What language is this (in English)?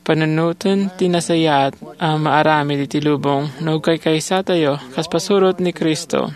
Iloko